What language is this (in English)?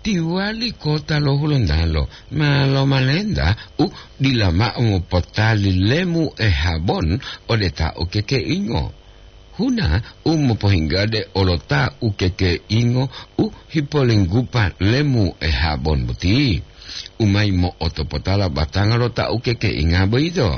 Gorontalo